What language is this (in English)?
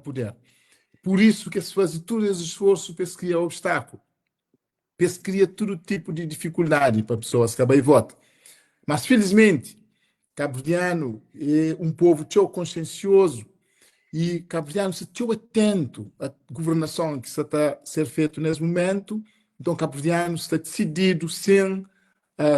Kabuverdianu